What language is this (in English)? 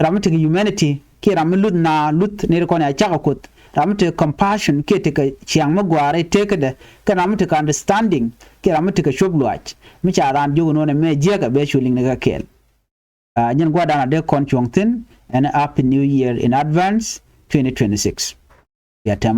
Nuer